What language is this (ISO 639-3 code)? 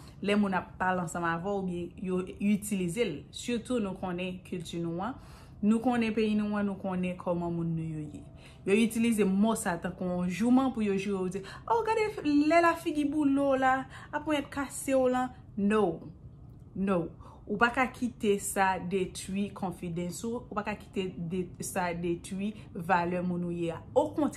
hat